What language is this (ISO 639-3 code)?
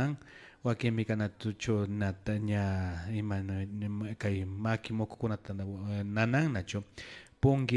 qvi